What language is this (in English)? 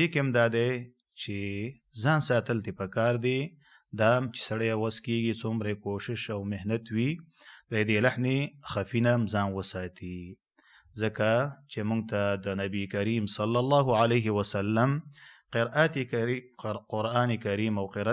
Pashto